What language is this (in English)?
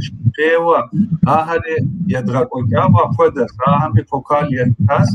Kabardian